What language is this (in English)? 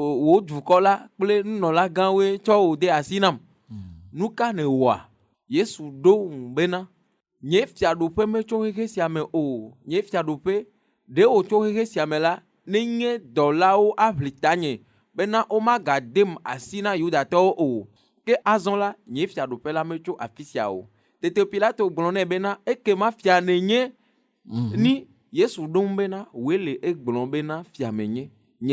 Ewe